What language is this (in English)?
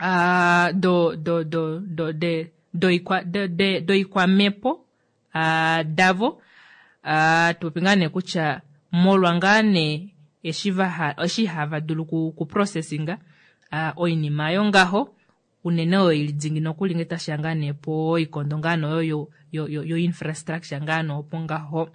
Kuanyama